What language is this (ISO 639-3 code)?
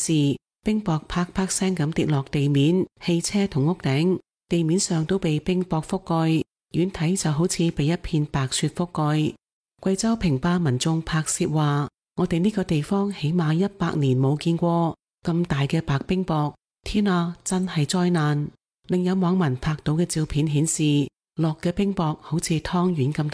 yue